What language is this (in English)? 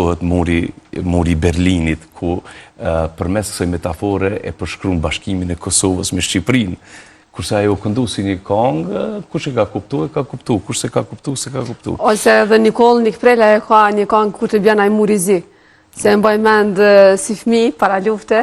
Albanian